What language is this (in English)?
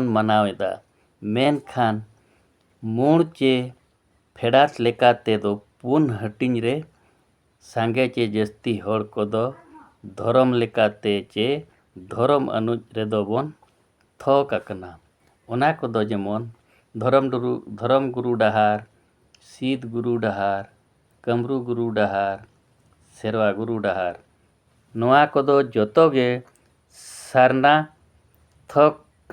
Santali